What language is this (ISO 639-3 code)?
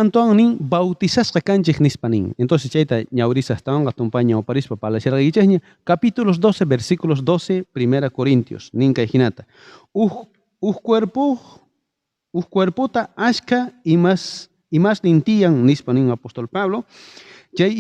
quh